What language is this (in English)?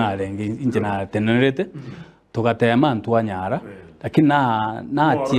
Gusii